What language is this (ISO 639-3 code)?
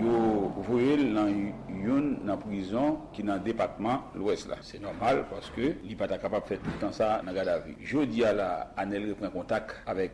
hat